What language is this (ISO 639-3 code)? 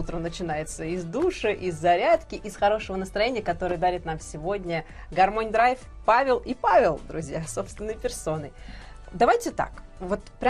rus